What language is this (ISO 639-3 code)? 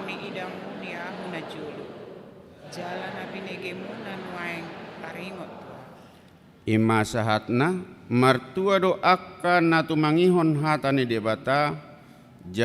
bbc